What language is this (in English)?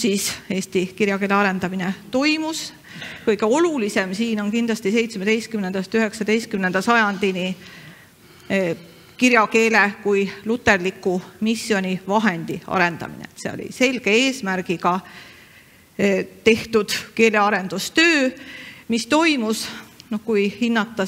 Estonian